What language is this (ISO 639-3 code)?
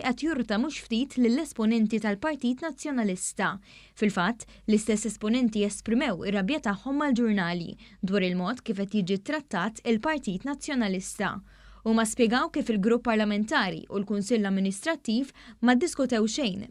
mlt